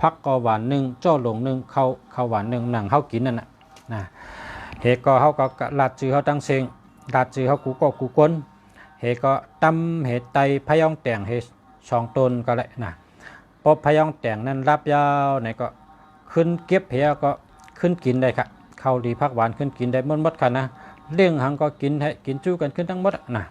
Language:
Shan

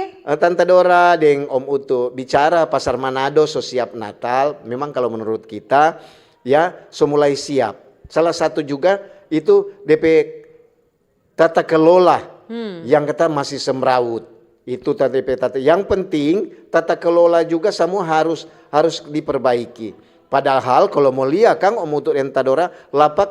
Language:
Manado Malay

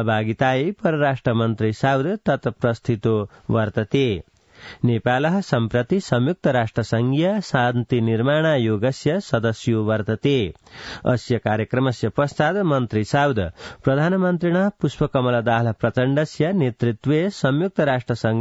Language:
Sanskrit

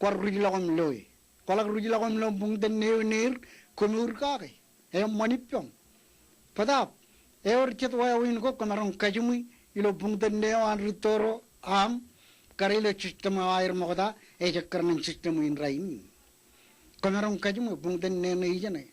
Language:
Marshallese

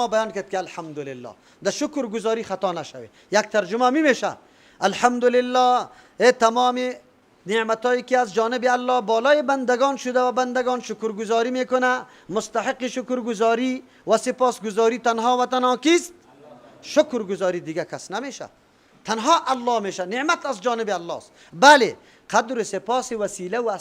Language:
Persian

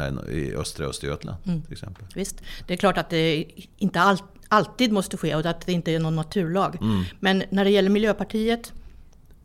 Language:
Swedish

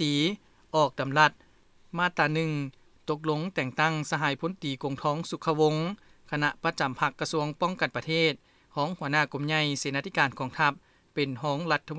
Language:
Lao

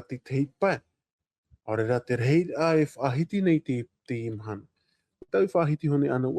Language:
Tahitian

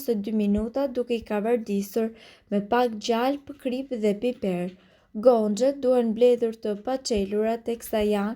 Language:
Albanian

